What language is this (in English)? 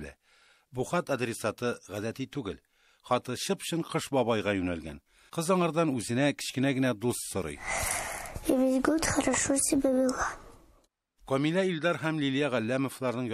Tatar